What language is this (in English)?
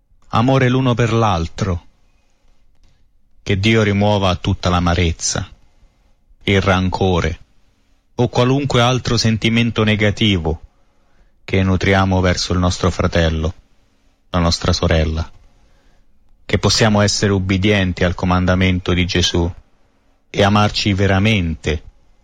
Italian